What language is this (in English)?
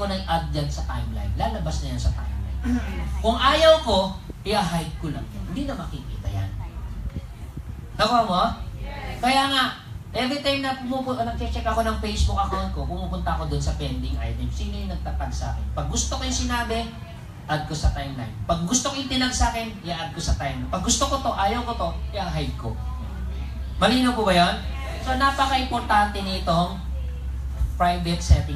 Filipino